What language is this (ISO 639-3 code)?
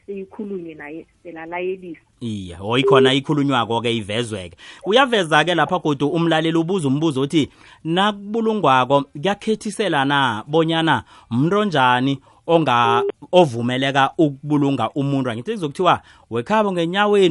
nbl